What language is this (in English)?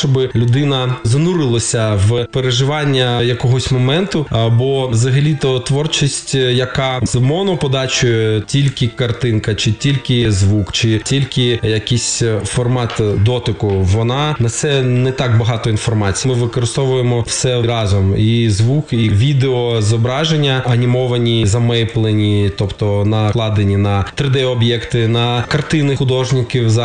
Ukrainian